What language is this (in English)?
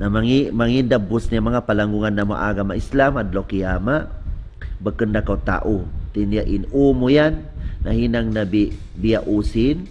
Tausug